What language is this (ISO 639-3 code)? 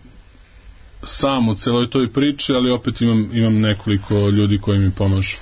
srp